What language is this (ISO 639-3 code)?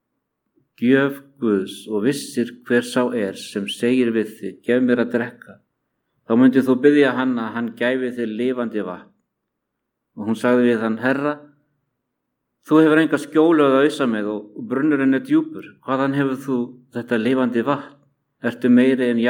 isl